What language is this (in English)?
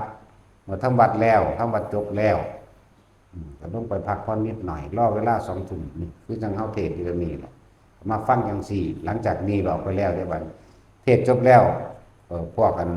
Northeastern Thai